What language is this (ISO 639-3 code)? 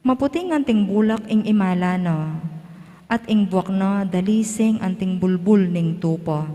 pam